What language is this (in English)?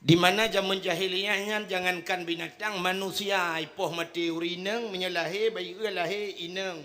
Achinese